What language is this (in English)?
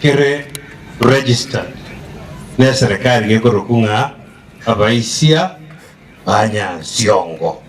Gusii